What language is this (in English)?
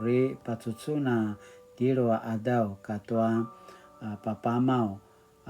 Paiwan